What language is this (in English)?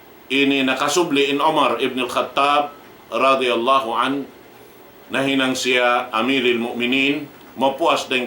Tausug